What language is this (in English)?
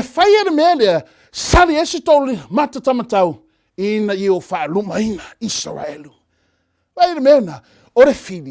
Samoan